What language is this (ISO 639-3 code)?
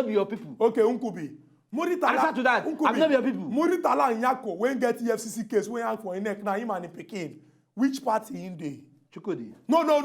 pcm